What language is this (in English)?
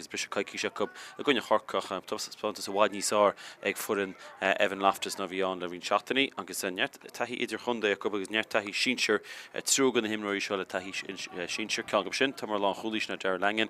Irish